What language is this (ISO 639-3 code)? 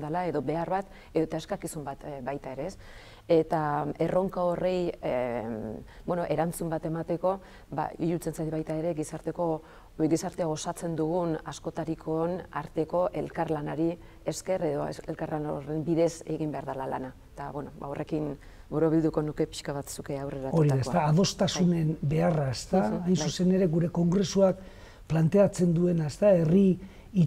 eus